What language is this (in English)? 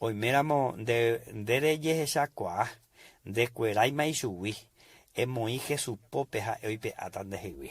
Guarani